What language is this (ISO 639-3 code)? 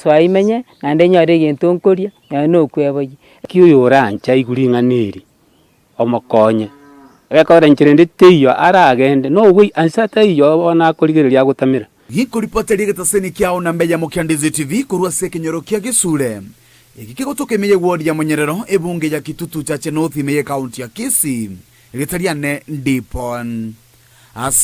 guz